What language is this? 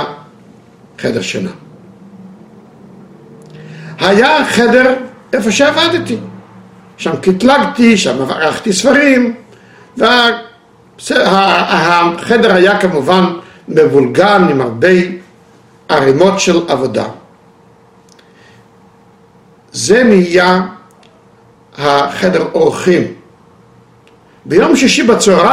Hebrew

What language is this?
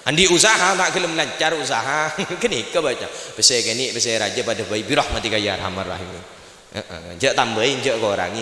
Madurese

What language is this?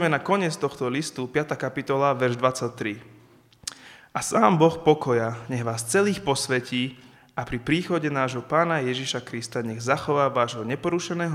Slovak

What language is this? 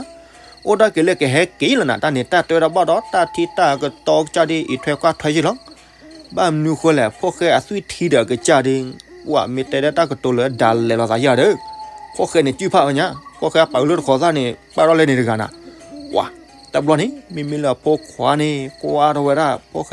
S'gaw Karen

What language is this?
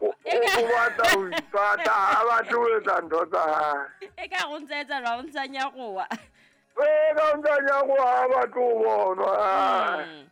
Southern Sotho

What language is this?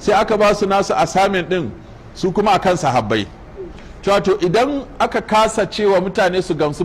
Hausa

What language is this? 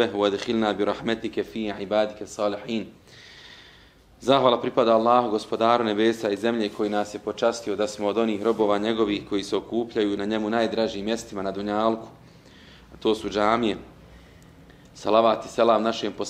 Bosnian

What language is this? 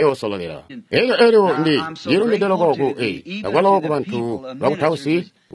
Tonga (Zambia)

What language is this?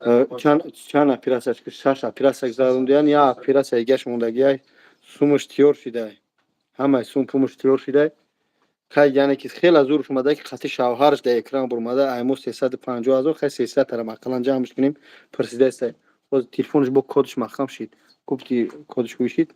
Tajik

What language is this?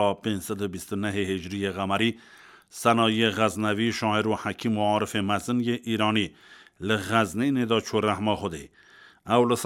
Kurdish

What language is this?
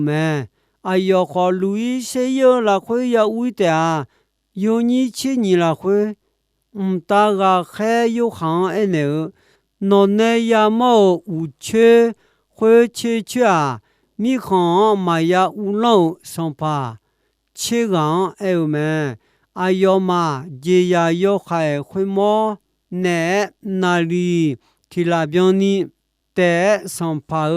Akha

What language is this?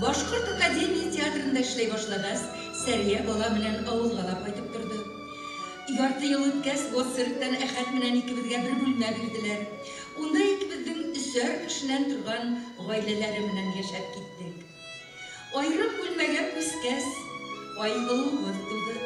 Bashkir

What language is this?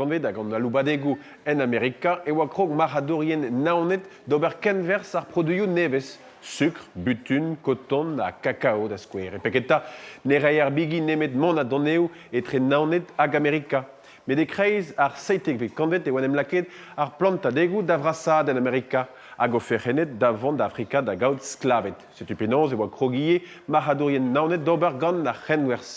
Breton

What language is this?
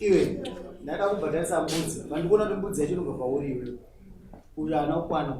Shona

